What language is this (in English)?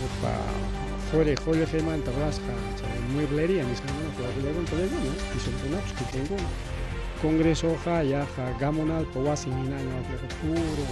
Ayacucho Quechua